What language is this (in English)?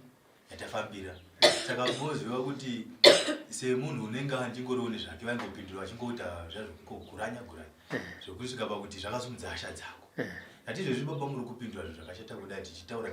Shona